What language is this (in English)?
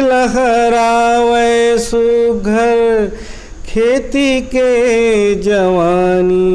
Chhattisgarhi